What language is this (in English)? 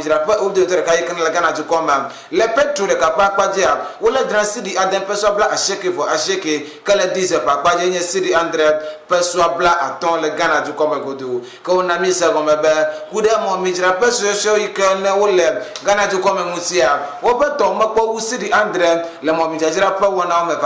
Ewe